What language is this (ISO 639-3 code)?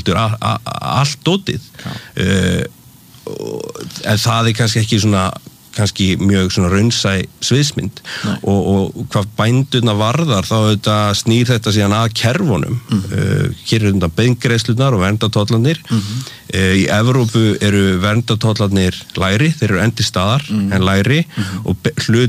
isl